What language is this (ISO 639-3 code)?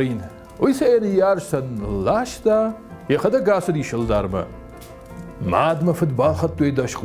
oss